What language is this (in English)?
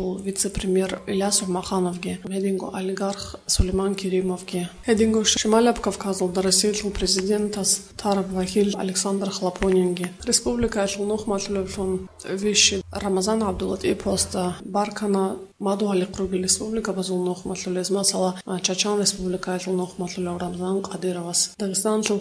Avaric